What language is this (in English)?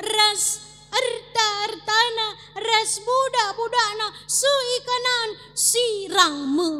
Batak Karo